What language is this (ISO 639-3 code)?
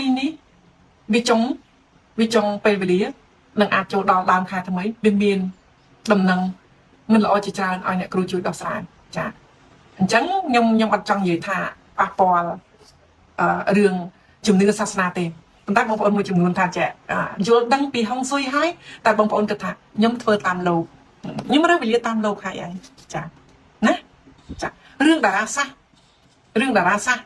khm